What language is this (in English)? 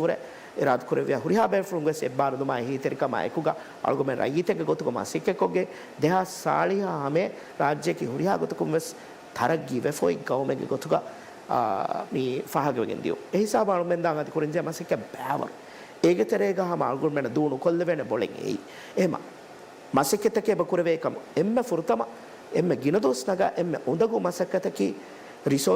Divehi